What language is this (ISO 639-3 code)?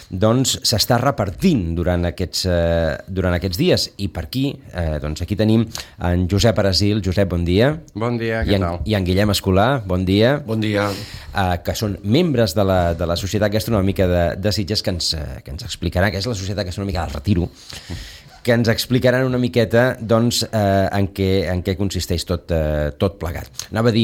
cat